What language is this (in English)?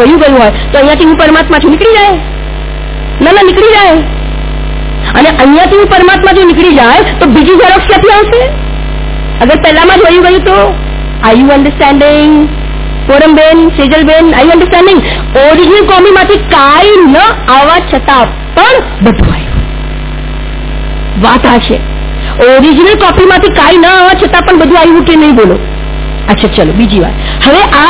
Gujarati